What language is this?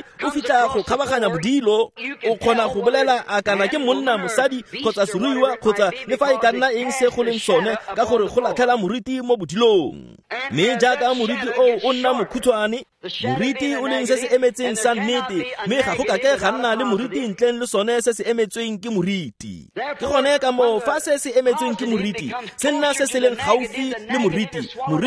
Tswana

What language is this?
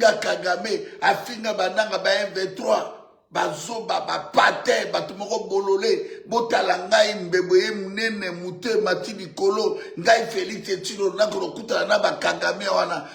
Lingala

